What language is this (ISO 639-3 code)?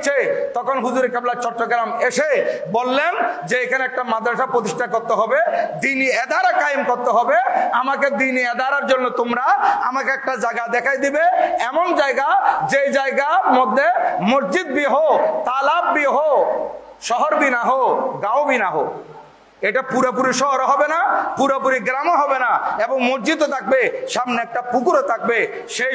ben